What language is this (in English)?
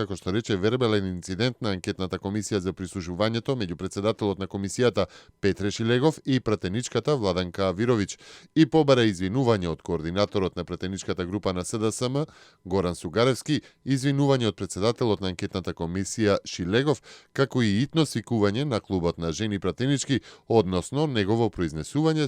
Macedonian